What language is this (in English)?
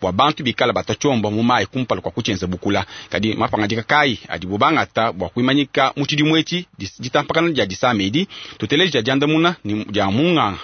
Luba-Lulua